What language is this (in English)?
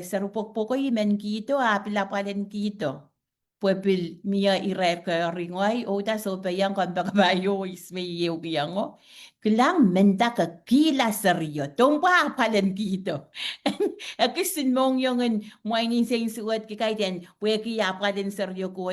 Pohnpeian